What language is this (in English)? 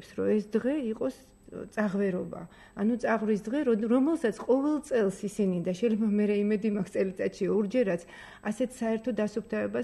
Georgian